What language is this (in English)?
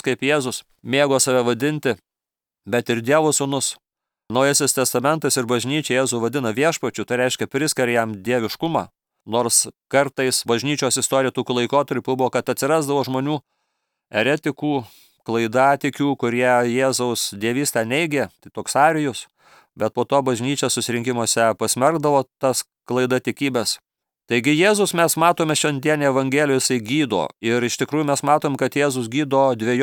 Lithuanian